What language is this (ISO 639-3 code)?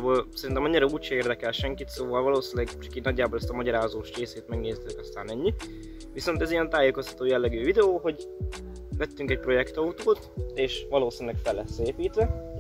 hun